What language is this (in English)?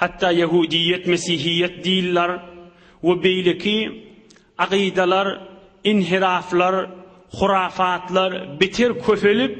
Turkmen